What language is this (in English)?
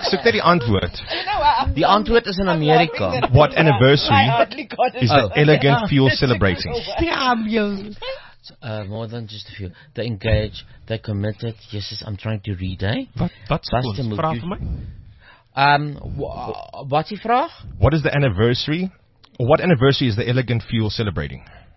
Afrikaans